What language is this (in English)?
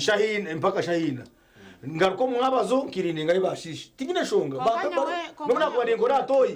Nyankole